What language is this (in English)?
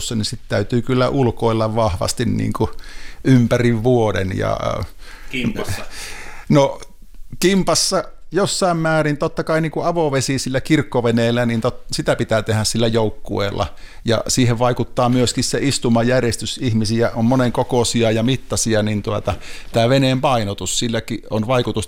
Finnish